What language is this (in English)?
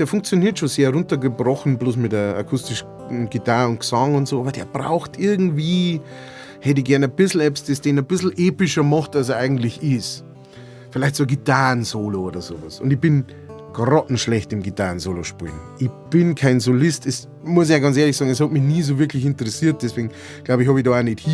Bavarian